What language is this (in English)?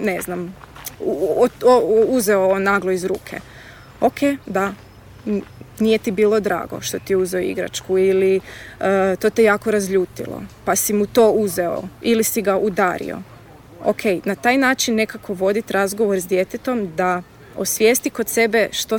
Croatian